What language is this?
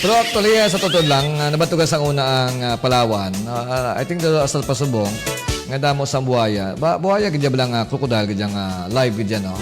Hiligaynon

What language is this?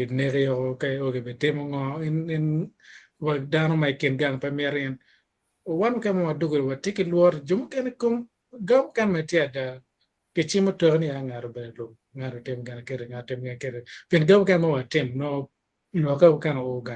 Acoli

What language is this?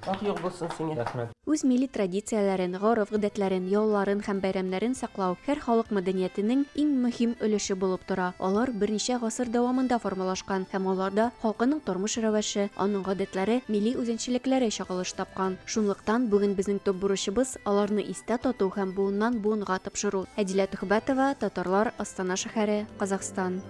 Tatar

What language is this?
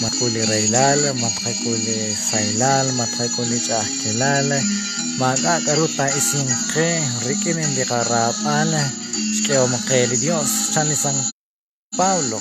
Kekchí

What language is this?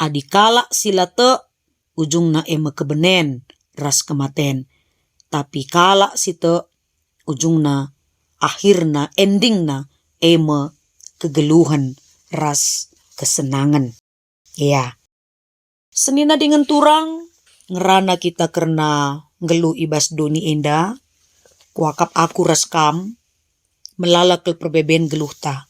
Batak Karo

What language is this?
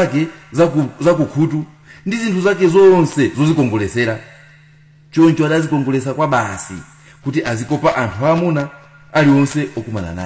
Nyanja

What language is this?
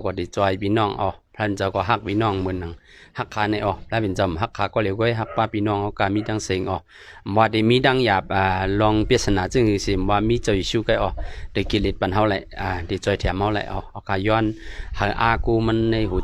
Shan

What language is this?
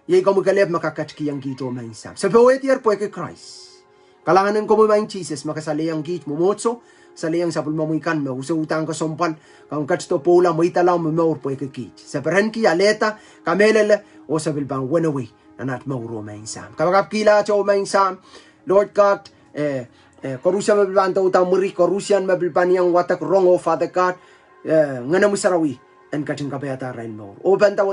Pohnpeian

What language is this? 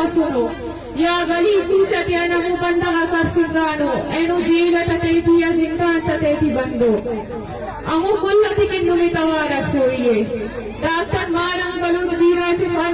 Eastern Balochi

